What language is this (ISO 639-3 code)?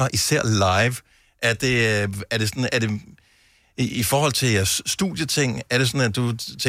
dan